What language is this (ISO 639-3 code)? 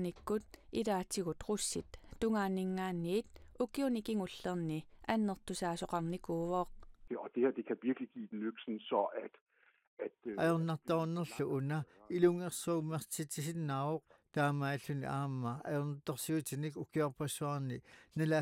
kal